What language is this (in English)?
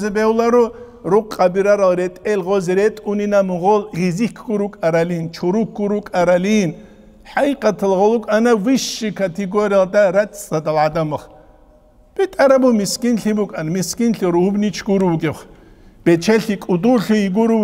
Avaric